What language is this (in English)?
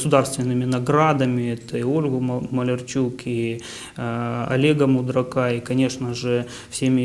Russian